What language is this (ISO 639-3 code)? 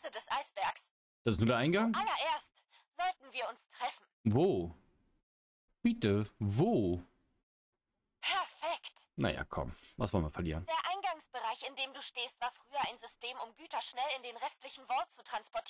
deu